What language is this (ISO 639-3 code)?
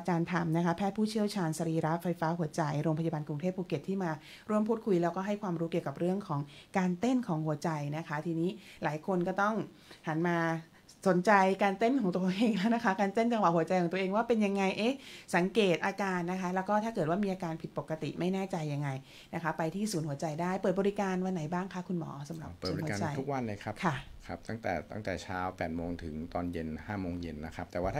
tha